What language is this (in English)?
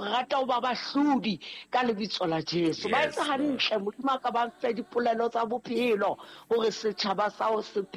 Southern Sotho